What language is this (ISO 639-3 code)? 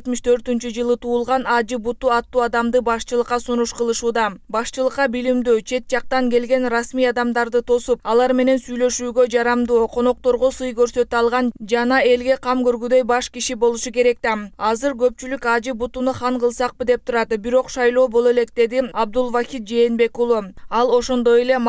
kir